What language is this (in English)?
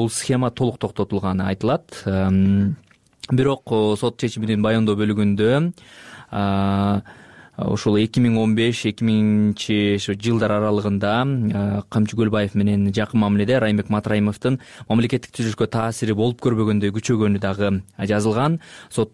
Kyrgyz